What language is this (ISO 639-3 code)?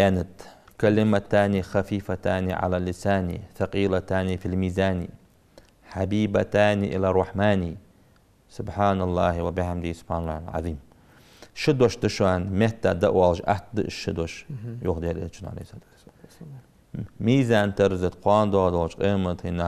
inh